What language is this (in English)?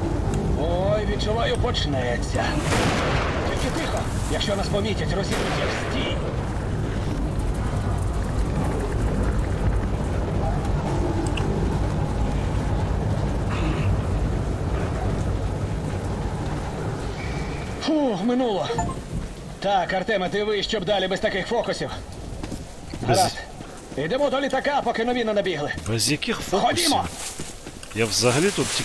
Ukrainian